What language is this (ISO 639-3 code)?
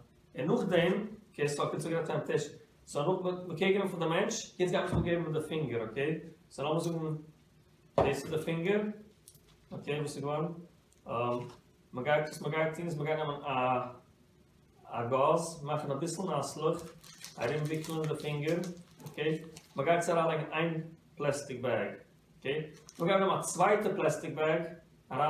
yid